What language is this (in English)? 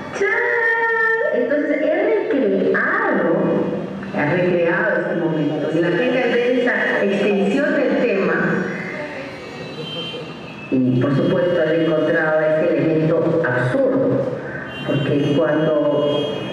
Spanish